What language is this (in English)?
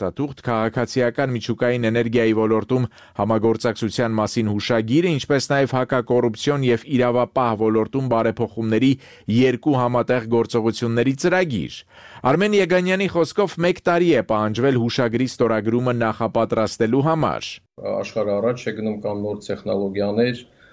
Armenian